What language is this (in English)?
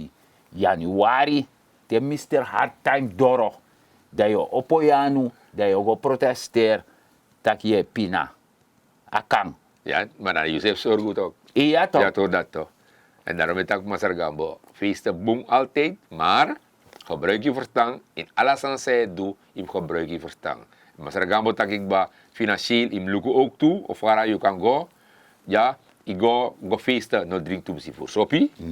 Sranan Tongo